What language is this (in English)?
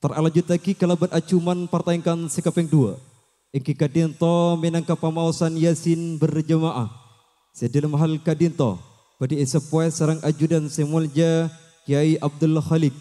Madurese